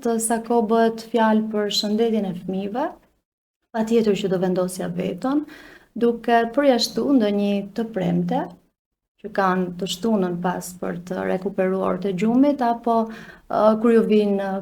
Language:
Albanian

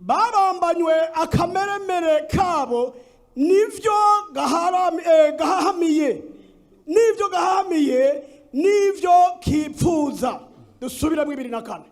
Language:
Rundi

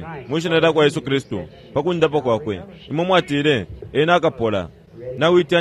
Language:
Bemba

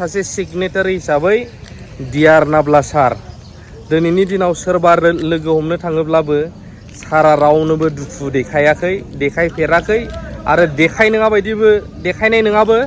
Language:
Bodo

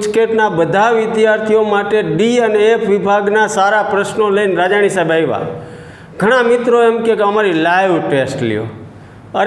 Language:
Gujarati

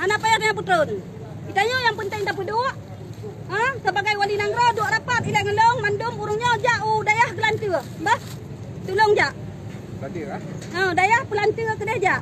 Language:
Achinese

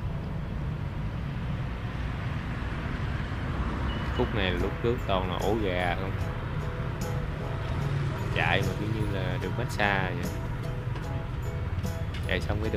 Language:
Vietnamese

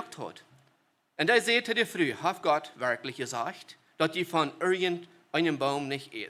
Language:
Plautdietsch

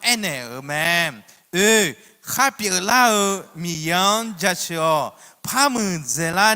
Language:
Akha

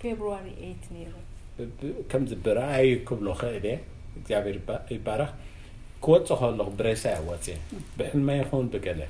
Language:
Tigrinya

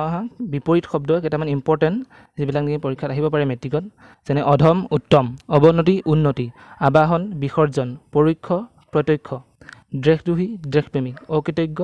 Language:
Assamese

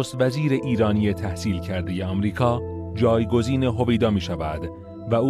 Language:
Persian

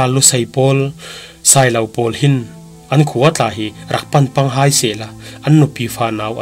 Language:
Falam Chin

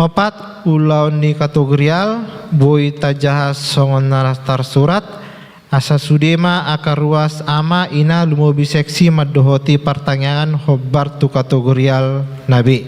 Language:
Batak Toba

